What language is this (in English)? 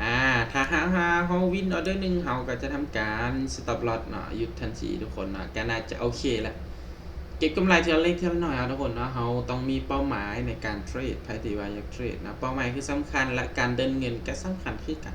Lao